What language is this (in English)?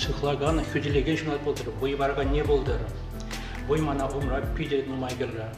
Chuvash